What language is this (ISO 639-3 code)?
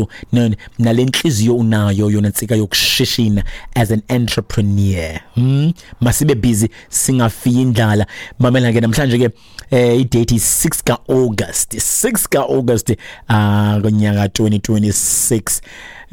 xho